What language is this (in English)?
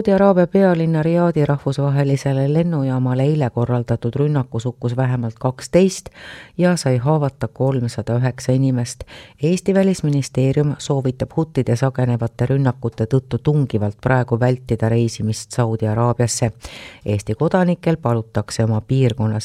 Estonian